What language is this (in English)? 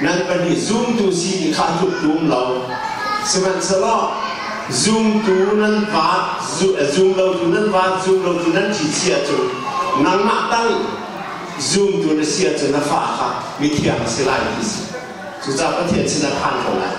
Hakha Chin